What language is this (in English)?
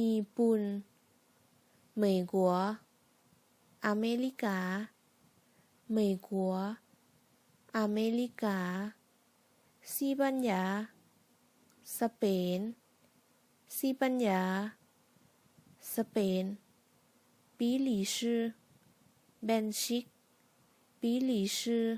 Lao